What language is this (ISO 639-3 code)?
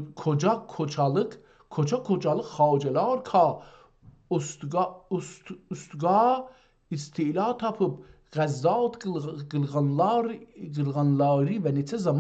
azb